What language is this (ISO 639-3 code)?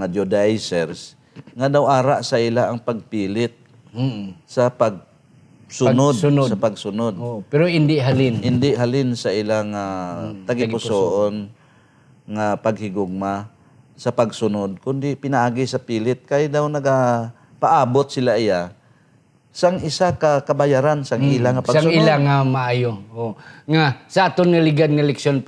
hil